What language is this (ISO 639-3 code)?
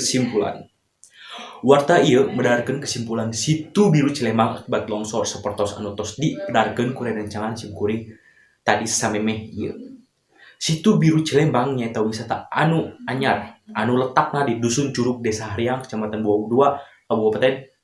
sun